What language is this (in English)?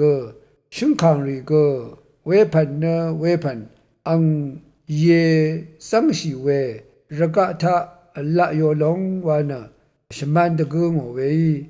Rawang